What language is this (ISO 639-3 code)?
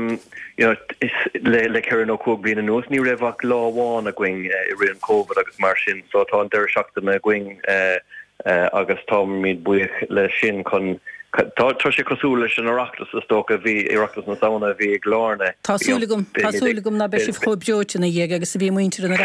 gle